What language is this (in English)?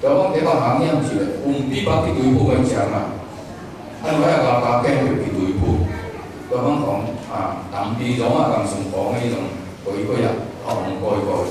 Tedim Chin